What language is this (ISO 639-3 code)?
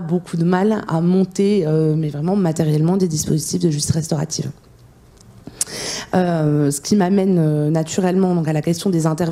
fra